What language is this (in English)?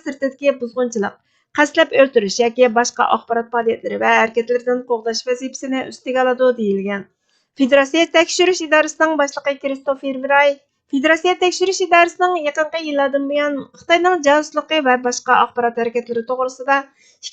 Uyghur